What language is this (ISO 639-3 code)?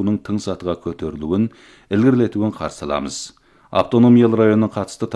kaz